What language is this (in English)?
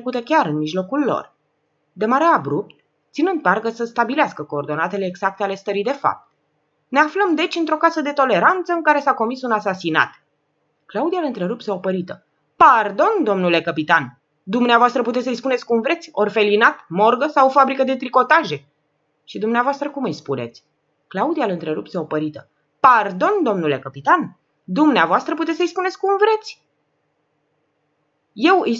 Romanian